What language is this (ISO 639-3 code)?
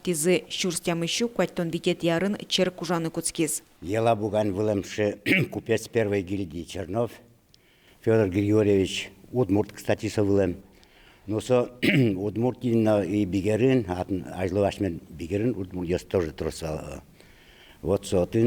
udm